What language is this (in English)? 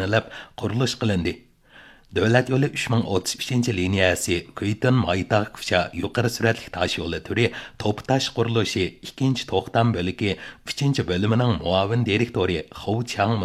Uyghur